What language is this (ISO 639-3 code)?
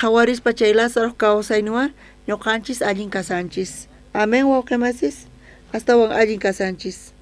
quh